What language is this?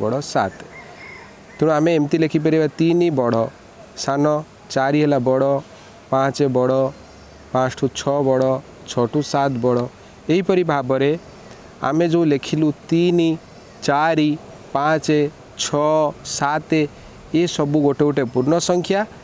Odia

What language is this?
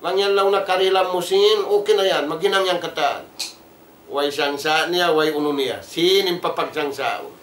Tausug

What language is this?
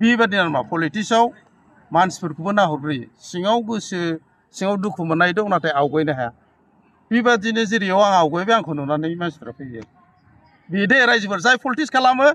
Bodo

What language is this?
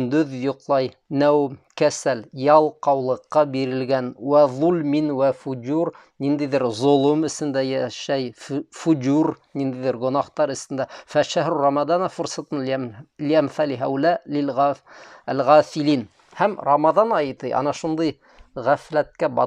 Bashkir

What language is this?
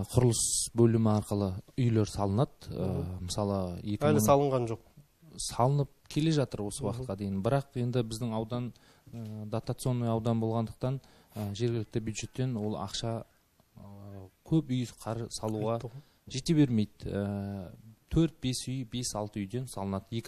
Kazakh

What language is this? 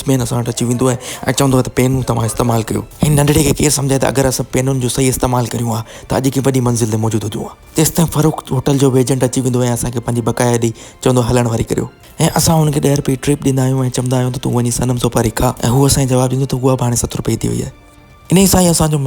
Sindhi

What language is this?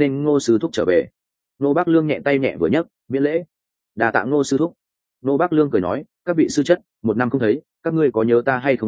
Vietnamese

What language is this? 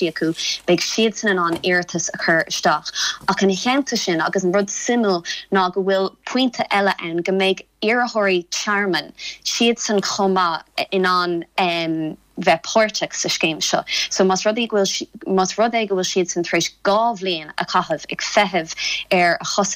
Irish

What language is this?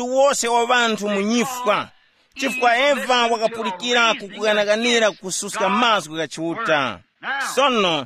Tumbuka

